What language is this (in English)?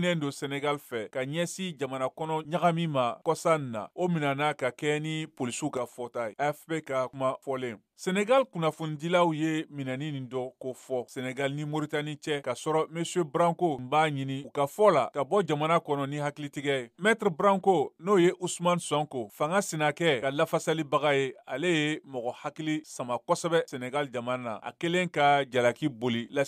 Bambara